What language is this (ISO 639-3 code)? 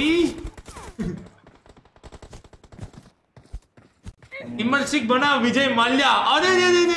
hin